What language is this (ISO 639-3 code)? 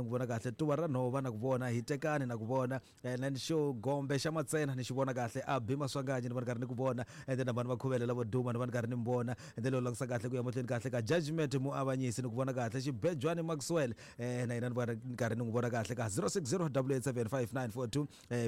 tso